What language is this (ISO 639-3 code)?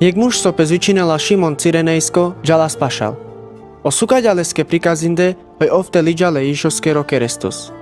rmc